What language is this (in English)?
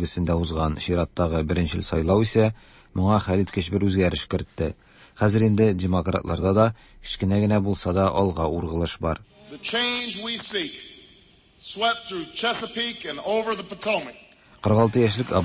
Tatar